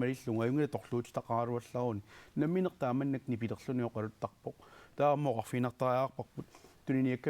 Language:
Kalaallisut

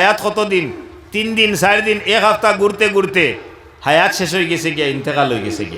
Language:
Sylheti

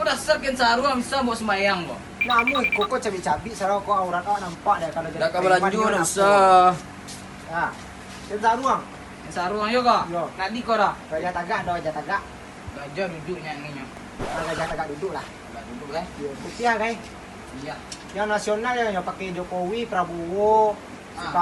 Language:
Minangkabau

